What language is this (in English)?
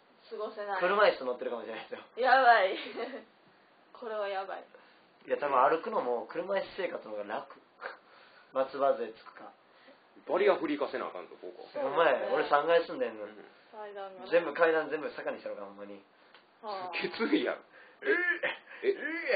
Japanese